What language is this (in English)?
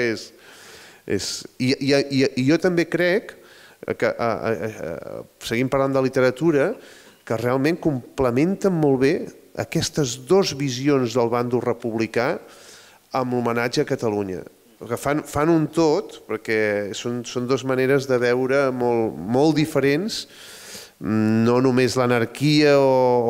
Catalan